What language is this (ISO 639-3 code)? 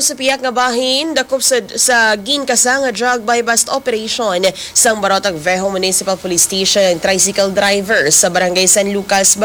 hil